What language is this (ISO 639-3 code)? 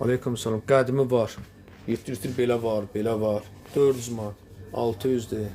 aze